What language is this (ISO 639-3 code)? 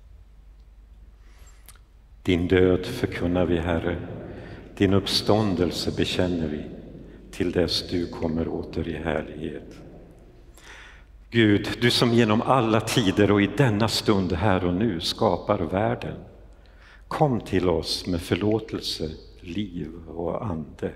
swe